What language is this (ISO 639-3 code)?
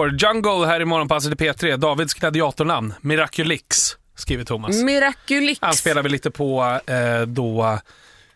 swe